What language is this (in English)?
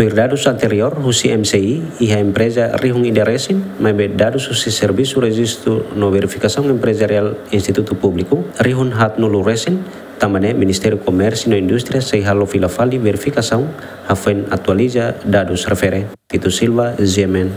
Tetum